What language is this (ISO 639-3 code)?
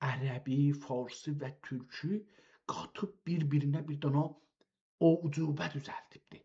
azb